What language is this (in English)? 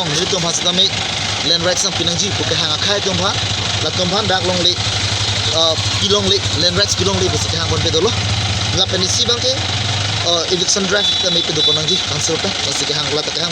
Karbi